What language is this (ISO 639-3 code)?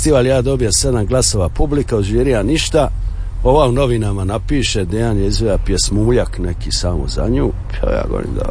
hrv